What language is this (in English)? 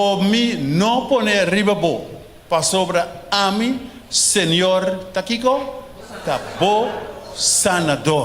Papiamento